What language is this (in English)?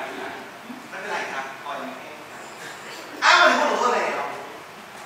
Thai